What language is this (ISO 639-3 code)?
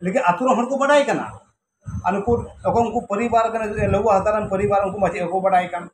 sat